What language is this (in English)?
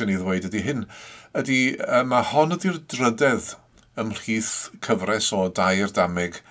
Welsh